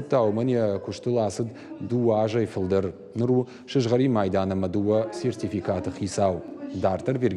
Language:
Ossetic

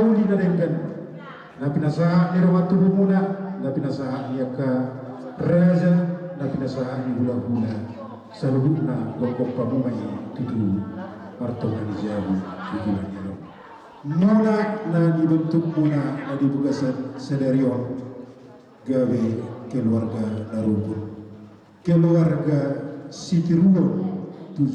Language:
Batak Toba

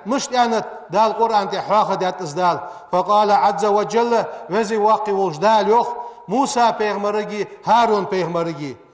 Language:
Ingush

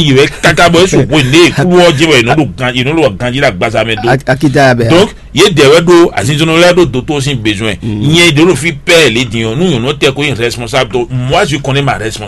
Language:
Fon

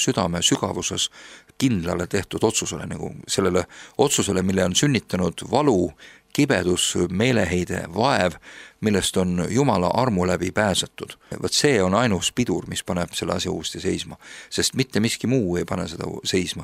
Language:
Estonian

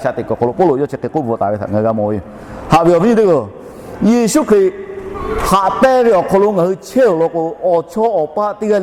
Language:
Lahu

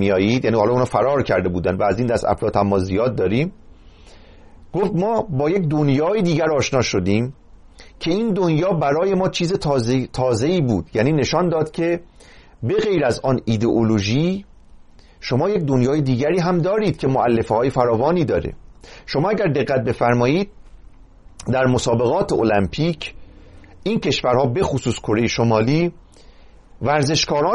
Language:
Persian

